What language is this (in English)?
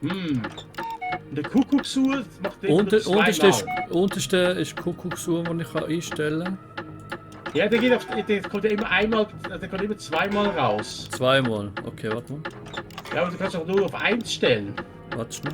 Swiss German